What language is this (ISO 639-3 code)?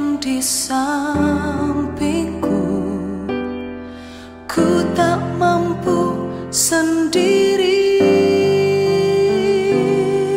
ind